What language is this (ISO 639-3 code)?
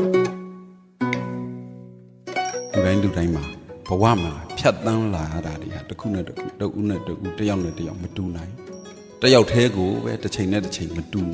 mya